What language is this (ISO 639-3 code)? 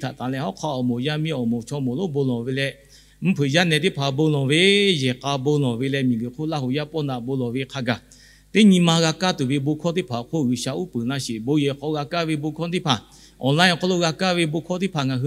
lhu